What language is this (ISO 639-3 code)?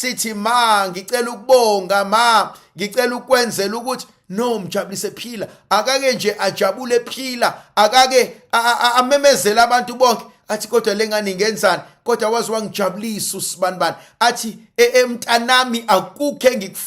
zul